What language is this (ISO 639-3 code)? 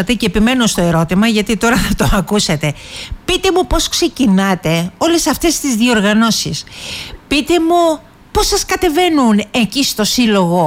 ell